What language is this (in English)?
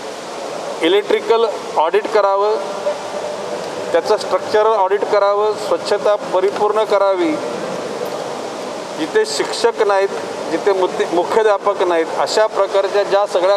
Marathi